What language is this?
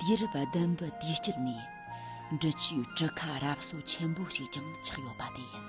Amdo Tibetan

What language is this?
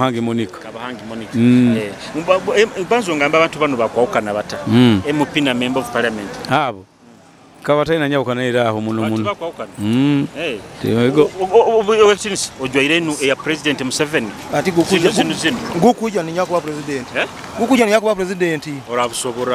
Nyoro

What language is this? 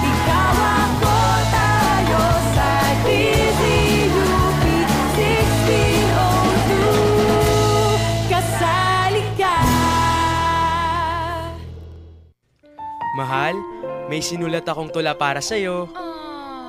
Filipino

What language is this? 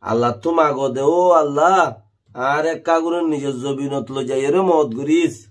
Rohingya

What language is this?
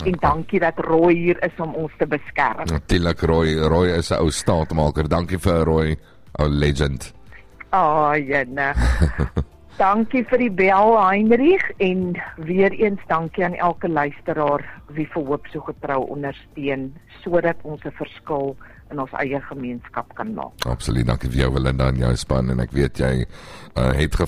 Afrikaans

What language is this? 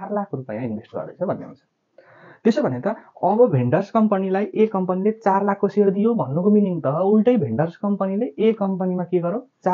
Nepali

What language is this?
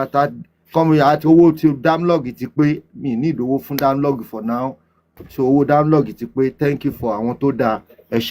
Yoruba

